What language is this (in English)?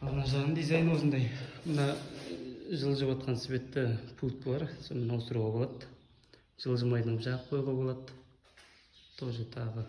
Kazakh